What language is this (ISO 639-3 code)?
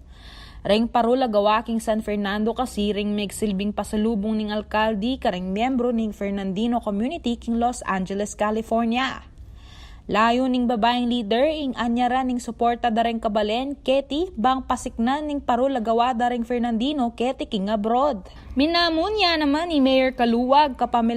pam